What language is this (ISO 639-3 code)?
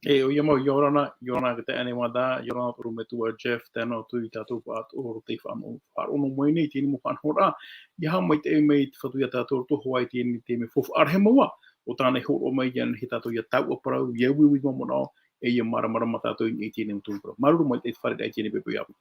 tah